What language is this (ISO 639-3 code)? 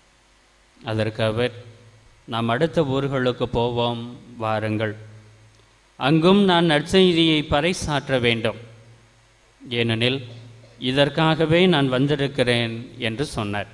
tam